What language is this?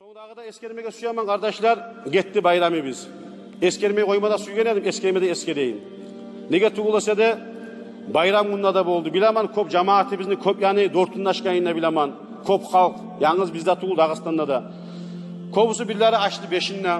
Kumyk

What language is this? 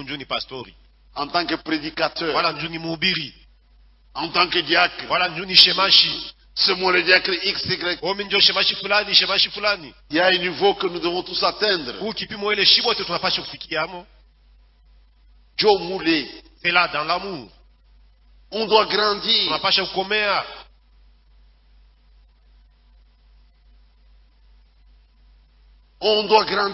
Swahili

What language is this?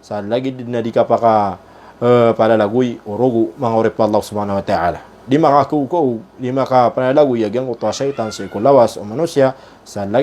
Maranao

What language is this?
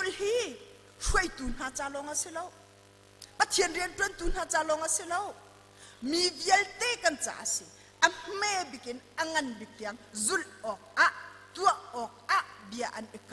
Hakha Chin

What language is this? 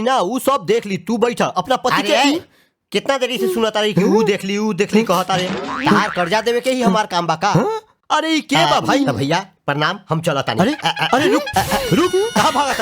Bhojpuri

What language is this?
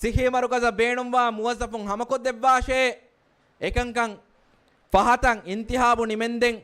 Divehi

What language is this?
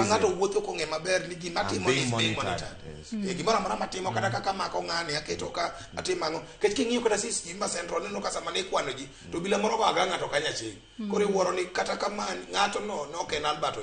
Luo (Kenya and Tanzania)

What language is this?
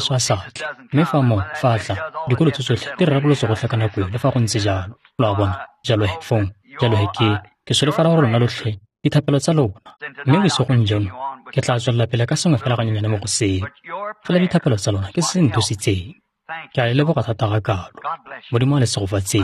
Tswana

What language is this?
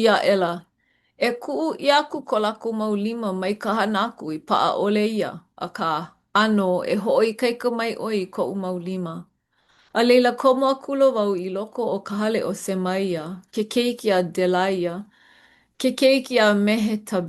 Hawaiian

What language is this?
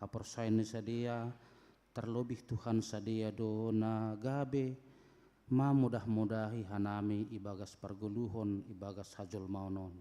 Batak Simalungun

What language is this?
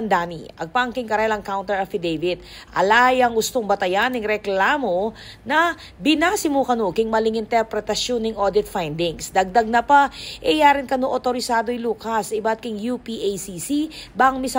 Pampanga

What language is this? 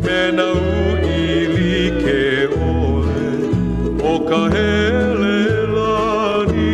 Hawaiian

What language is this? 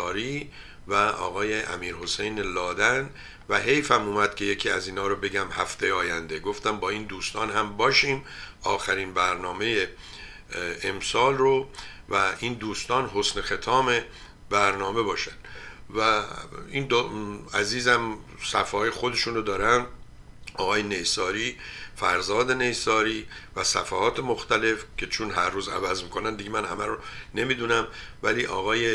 Persian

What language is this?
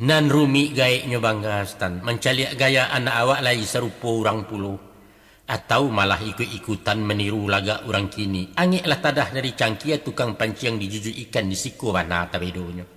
Minangkabau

